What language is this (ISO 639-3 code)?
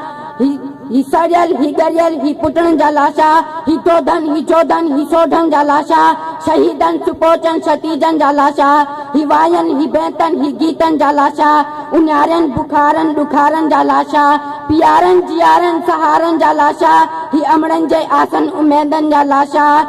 snd